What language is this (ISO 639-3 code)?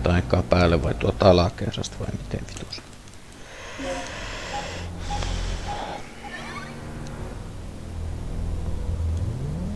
fin